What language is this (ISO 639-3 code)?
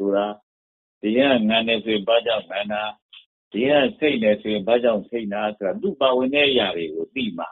mya